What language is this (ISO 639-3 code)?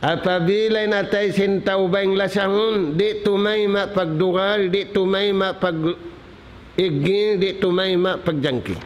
tsg